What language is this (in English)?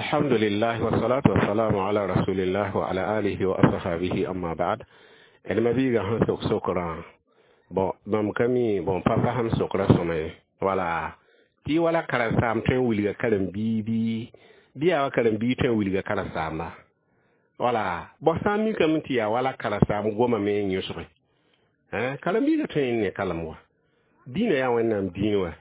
Mossi